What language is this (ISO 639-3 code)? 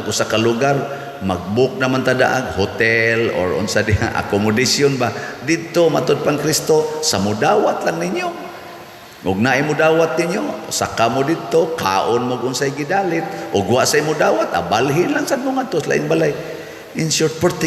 ceb